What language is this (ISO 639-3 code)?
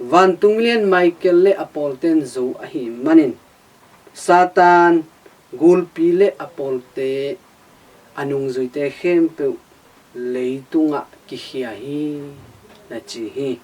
ctd